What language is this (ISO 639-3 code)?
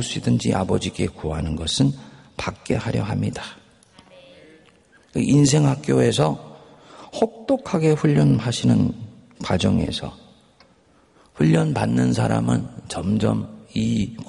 kor